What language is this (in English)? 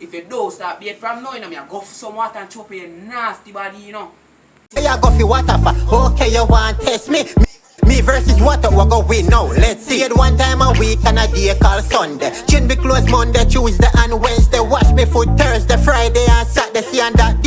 Jamaican Creole English